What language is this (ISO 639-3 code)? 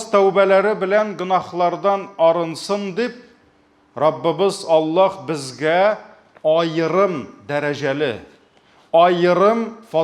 tat